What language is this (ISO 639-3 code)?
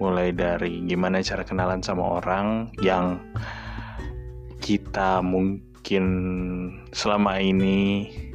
ind